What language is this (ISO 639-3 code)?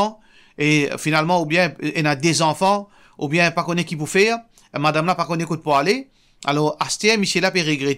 mfe